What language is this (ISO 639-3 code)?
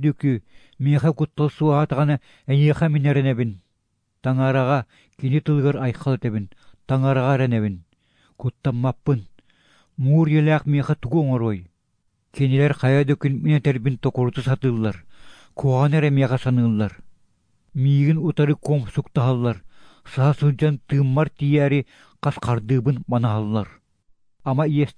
sah